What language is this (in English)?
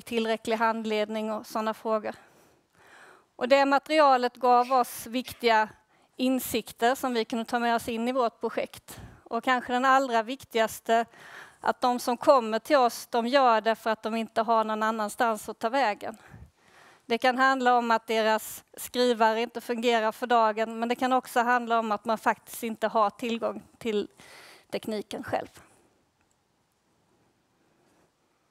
Swedish